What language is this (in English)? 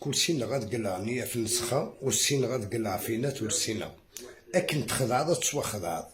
Algerian Arabic